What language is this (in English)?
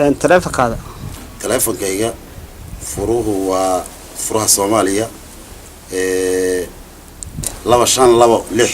Somali